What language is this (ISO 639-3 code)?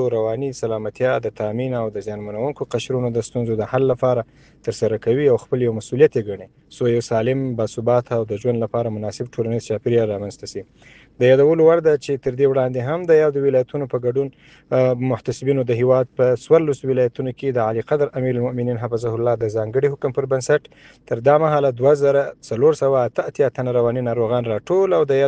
pus